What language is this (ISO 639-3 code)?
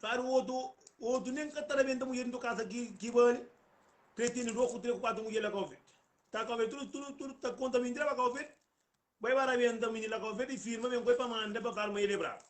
kea